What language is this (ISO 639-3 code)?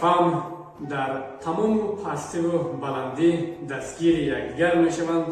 tgk